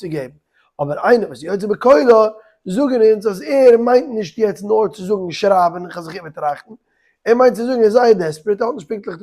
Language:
Yiddish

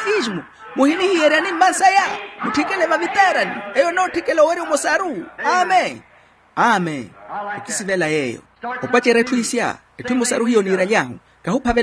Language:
Makhuwa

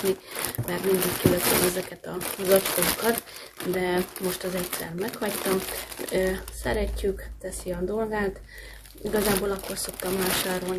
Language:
Hungarian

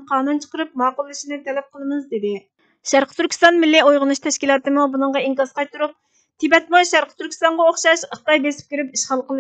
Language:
Uyghur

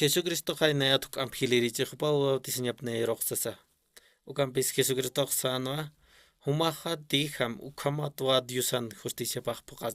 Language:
Aymara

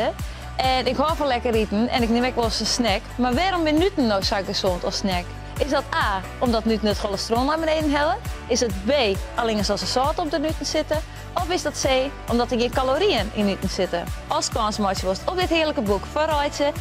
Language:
Western Frisian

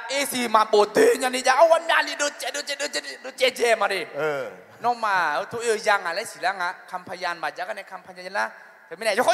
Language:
Akha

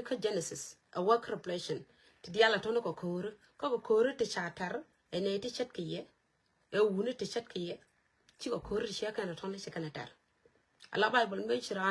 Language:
Nuer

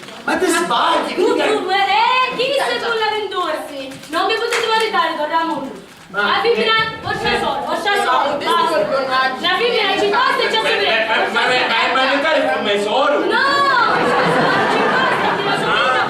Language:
Sicilian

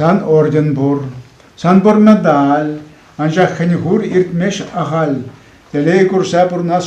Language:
Chuvash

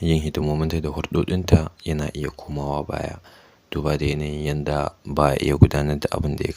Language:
Hausa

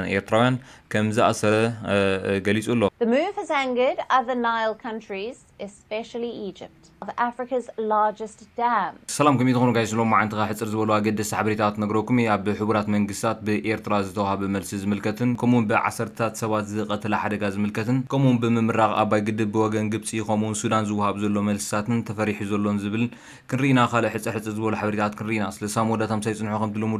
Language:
Tigrinya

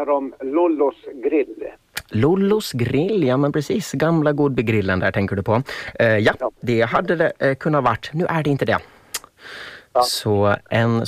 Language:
Swedish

